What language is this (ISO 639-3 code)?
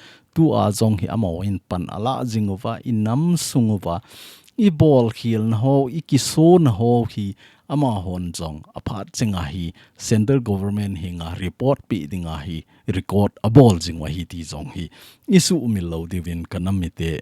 tcz